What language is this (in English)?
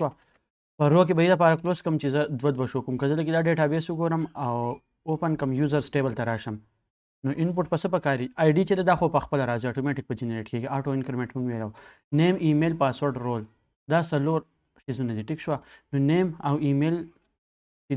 Pashto